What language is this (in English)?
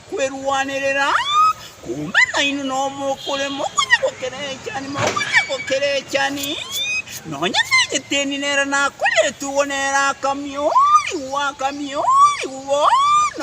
Gusii